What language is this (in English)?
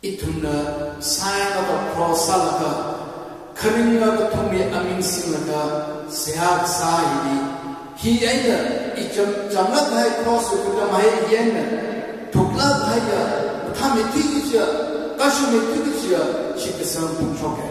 Tangkhul Naga (India)